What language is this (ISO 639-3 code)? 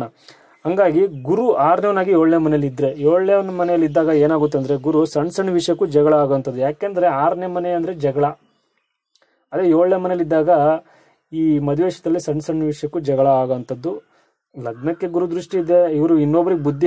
kan